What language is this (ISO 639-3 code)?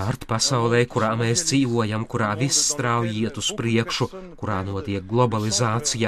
lav